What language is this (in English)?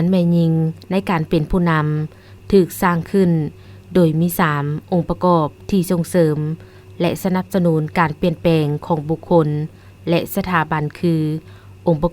Lao